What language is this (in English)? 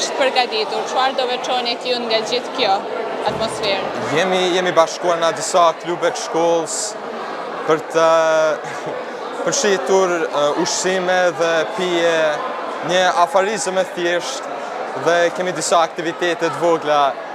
Albanian